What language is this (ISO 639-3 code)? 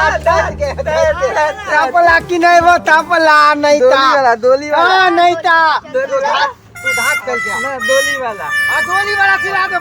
mai